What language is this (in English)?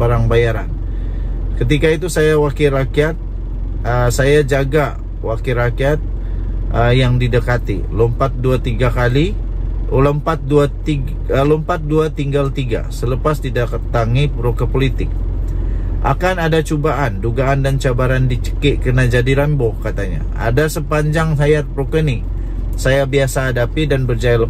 Malay